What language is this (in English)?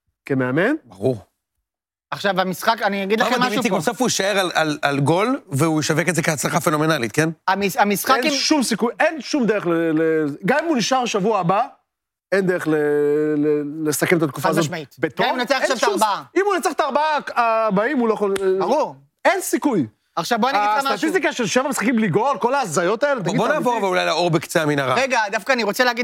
Hebrew